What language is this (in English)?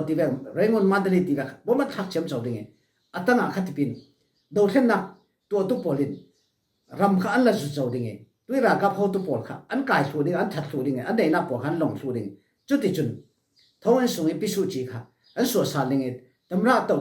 Falam Chin